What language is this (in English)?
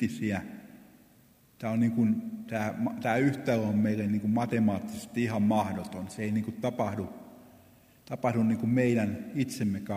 Finnish